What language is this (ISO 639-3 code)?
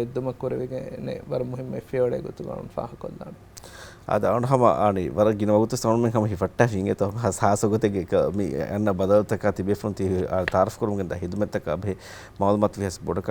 div